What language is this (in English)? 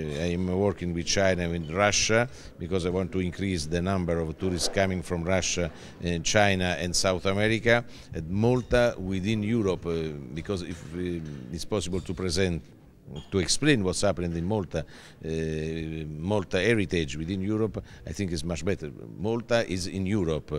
English